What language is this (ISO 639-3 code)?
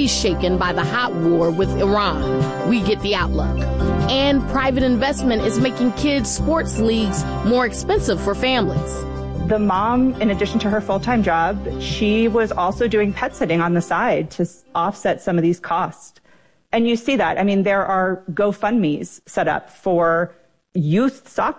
eng